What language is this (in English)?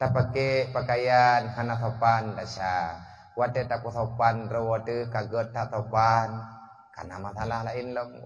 Achinese